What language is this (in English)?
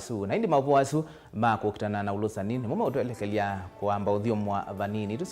Kamba